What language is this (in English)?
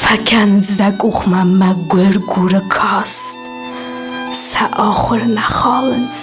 Ossetic